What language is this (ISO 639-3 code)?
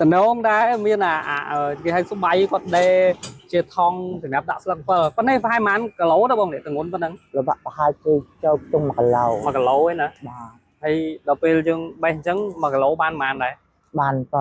khm